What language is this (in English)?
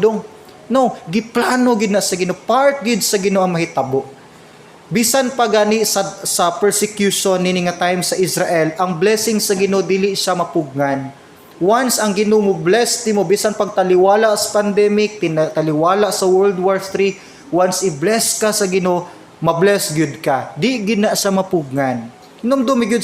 Cebuano